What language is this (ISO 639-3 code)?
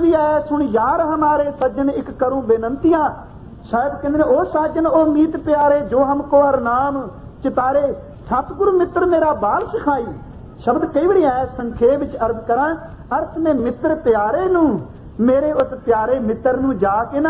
pan